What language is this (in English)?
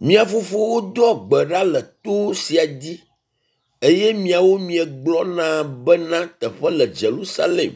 Ewe